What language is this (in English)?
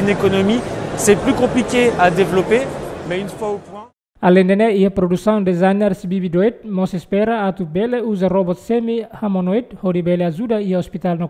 Tetum